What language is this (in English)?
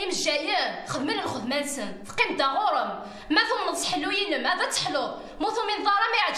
Kabyle